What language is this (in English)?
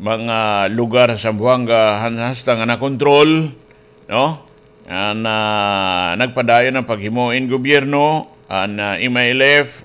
Waray